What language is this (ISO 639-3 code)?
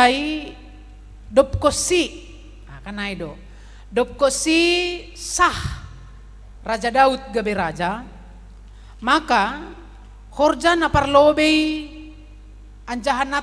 bts